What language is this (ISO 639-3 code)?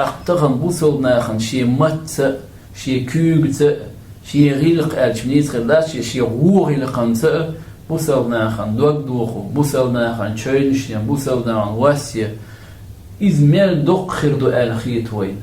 che